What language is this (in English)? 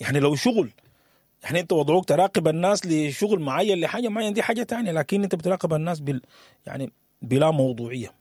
Sudanese Arabic